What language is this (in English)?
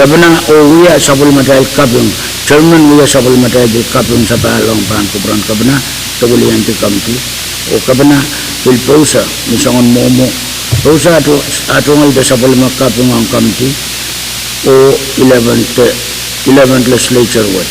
Pohnpeian